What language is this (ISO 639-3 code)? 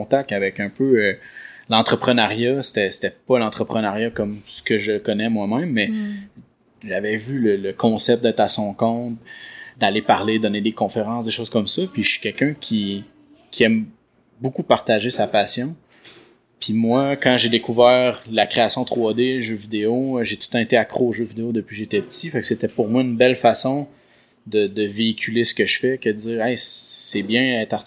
fra